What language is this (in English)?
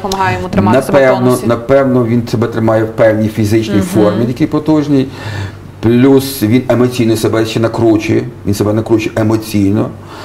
Ukrainian